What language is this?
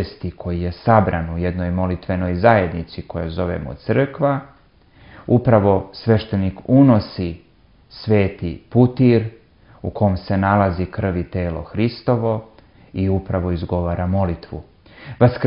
Serbian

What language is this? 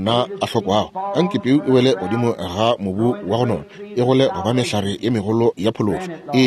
Northern Sotho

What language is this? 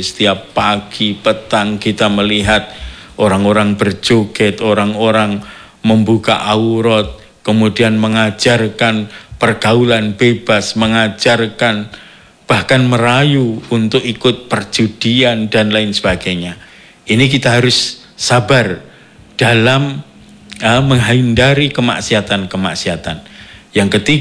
Indonesian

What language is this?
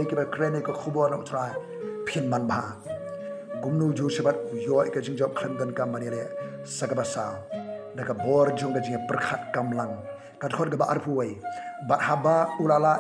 Khasi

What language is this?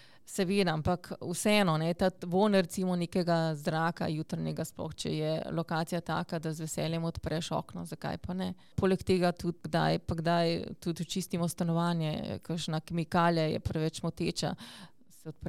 Slovenian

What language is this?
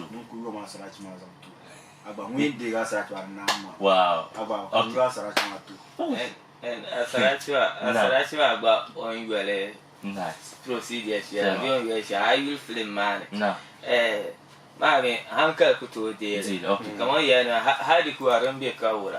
Dagbani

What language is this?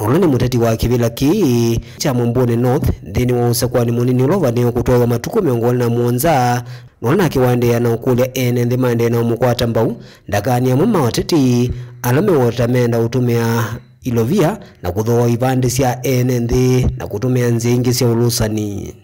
Kamba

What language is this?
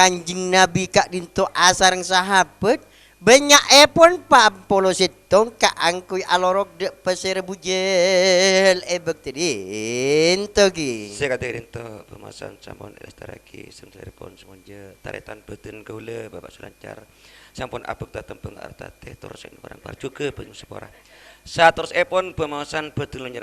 Madurese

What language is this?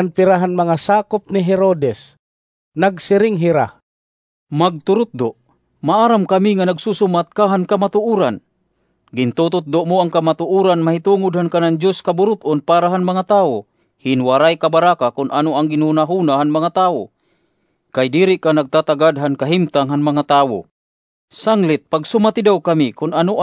Waray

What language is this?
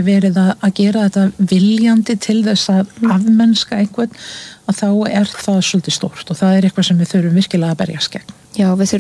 Icelandic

